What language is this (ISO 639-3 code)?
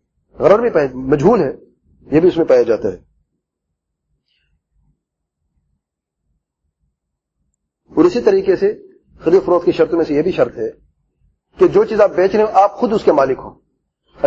urd